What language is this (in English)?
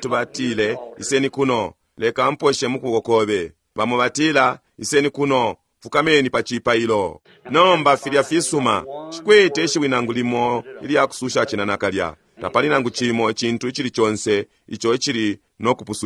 Bemba